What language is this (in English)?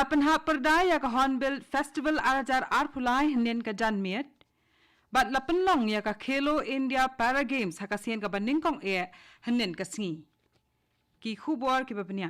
Khasi